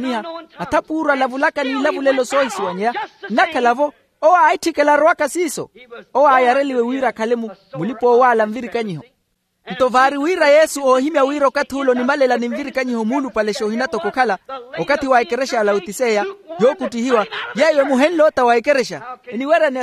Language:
Makhuwa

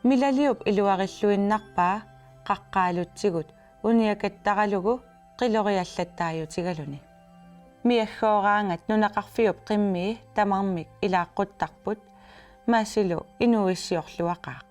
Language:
Kalaallisut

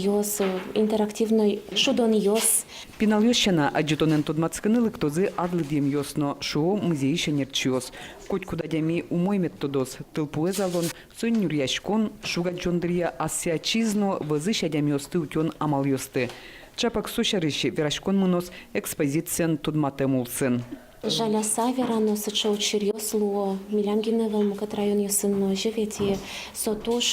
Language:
Udmurt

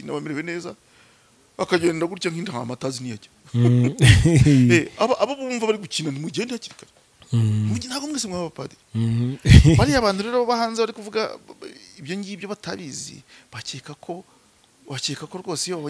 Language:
Kinyarwanda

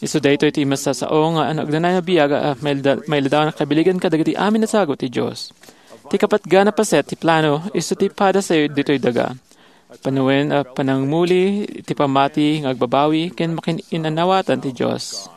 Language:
Iloko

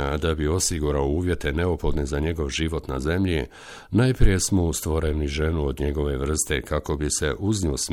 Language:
Bosnian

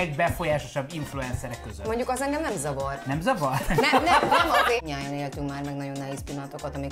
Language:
Hungarian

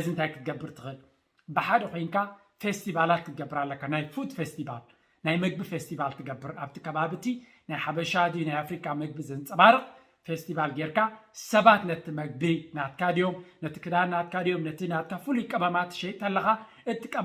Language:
Tigrinya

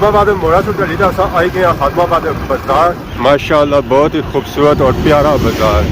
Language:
Pahari-Potwari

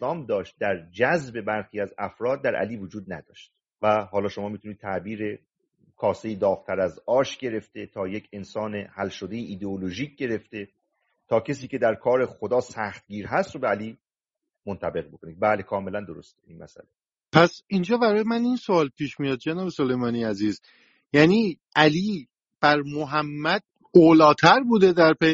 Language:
Persian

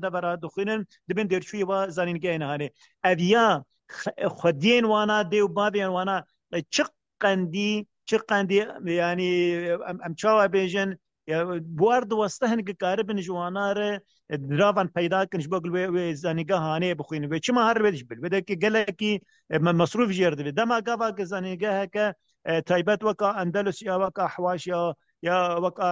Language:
Kurdish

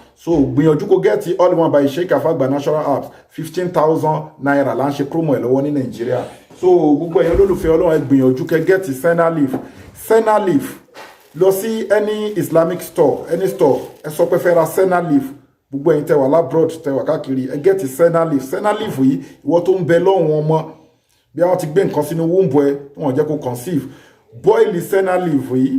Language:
Yoruba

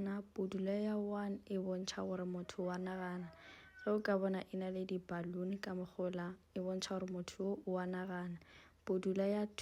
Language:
Northern Sotho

